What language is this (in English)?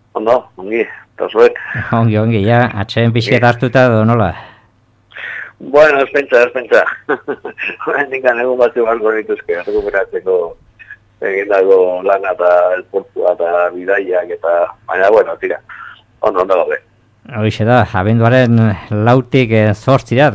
Basque